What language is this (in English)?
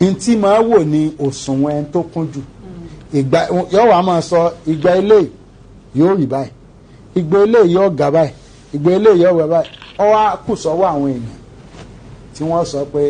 Yoruba